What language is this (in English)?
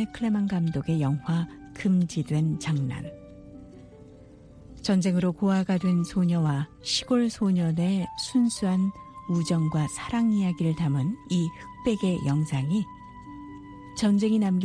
Korean